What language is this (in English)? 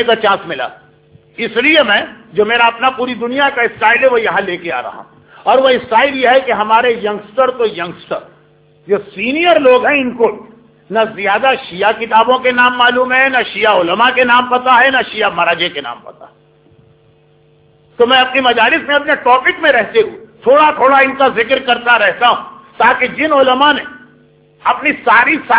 Urdu